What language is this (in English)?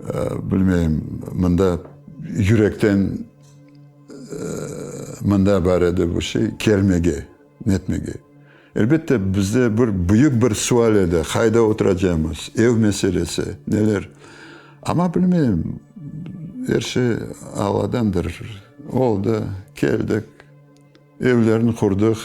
Crimean Tatar